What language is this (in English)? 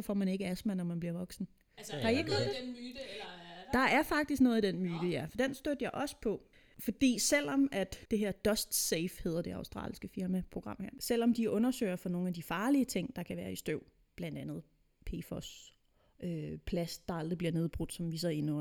Danish